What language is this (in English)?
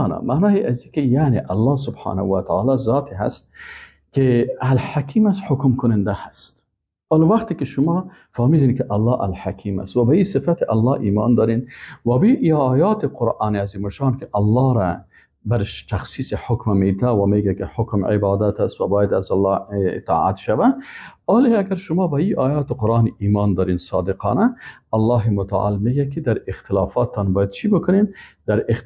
Persian